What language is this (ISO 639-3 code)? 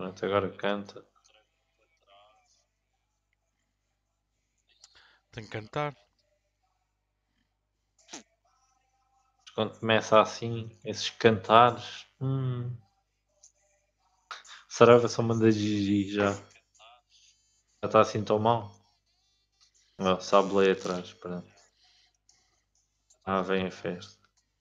por